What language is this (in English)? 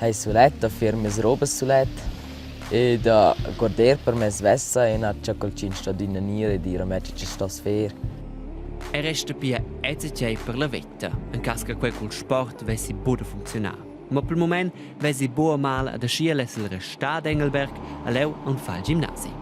Romansh